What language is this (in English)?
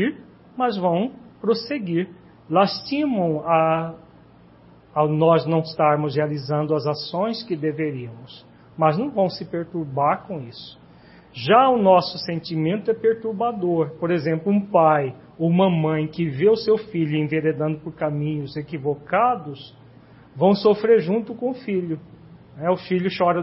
Portuguese